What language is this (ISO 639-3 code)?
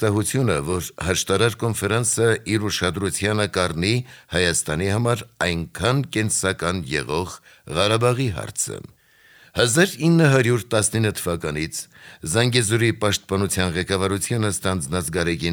hye